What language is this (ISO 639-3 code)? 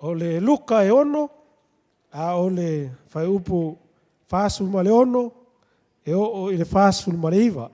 smo